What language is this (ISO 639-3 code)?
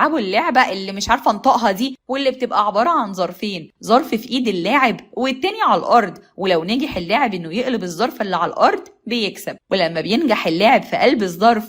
arz